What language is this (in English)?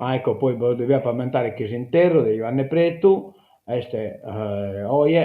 Sardinian